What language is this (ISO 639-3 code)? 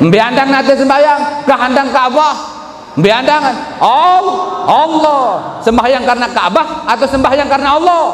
sas